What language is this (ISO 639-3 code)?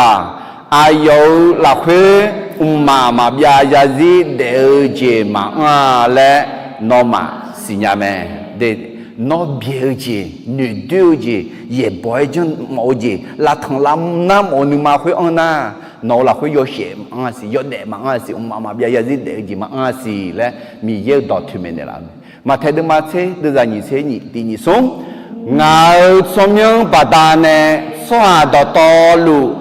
ahk